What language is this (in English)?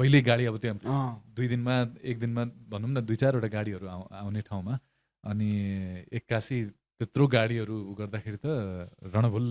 Nepali